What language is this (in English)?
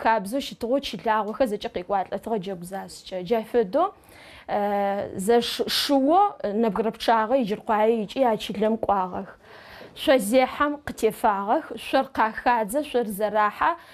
Adyghe